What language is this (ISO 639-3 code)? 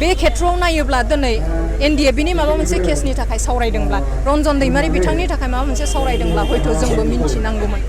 brx